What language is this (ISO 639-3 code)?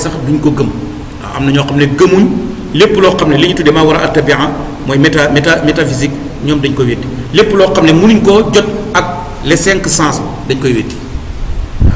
wol